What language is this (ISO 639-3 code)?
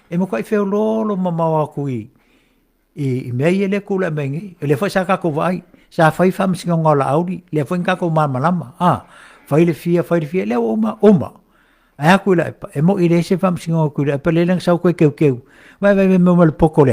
smo